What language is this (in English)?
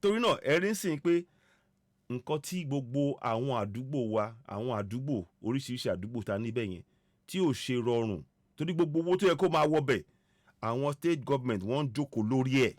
Yoruba